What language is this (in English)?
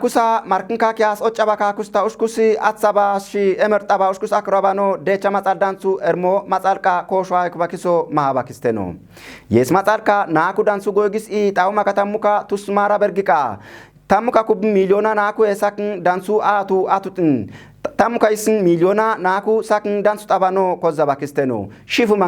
Kafa